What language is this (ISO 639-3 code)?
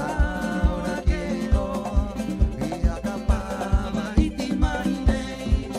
rap